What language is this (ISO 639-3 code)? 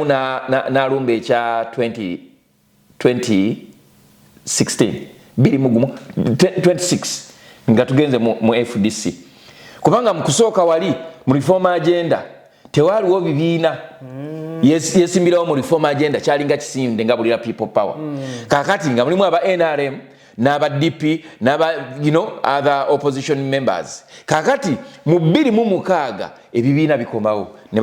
lug